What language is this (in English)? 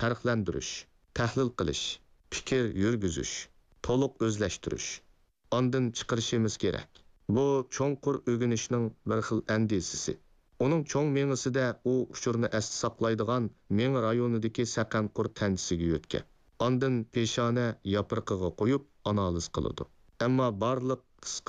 Uyghur